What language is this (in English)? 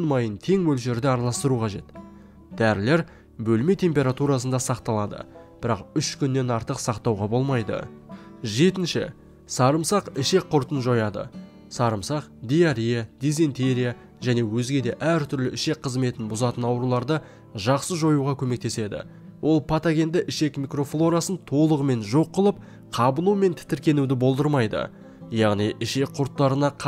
Kazakh